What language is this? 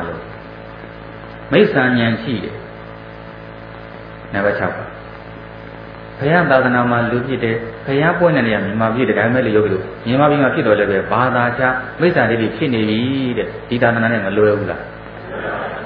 Burmese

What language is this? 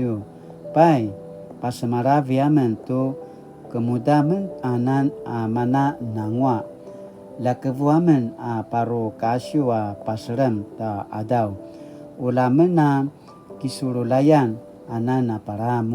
Paiwan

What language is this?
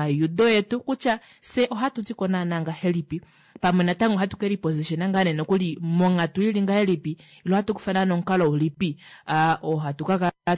Kuanyama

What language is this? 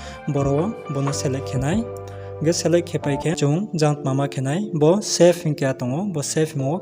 Riang (India)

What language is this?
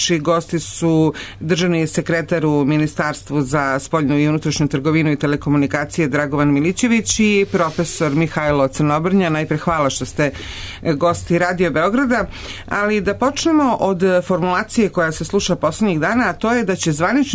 Serbian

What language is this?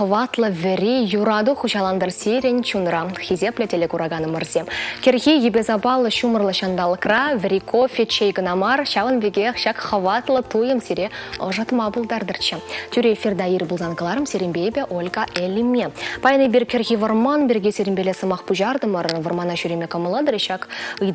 Chuvash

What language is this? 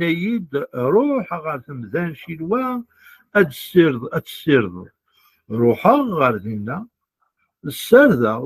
Kabyle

